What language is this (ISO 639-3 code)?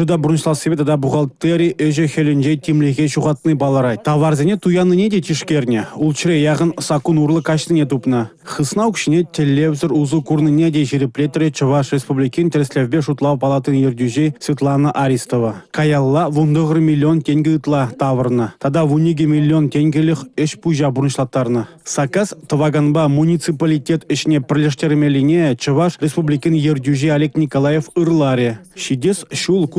chv